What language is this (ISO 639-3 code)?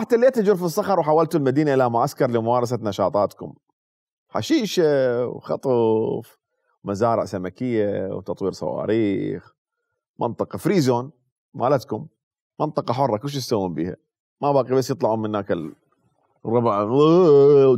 acm